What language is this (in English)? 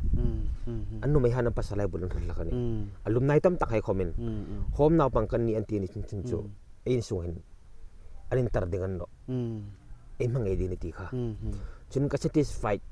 Hmar